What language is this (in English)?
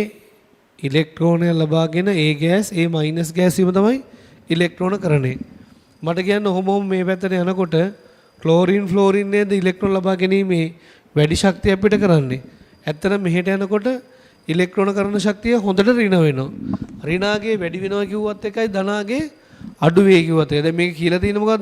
Sinhala